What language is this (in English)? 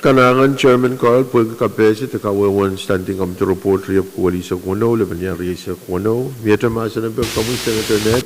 Pohnpeian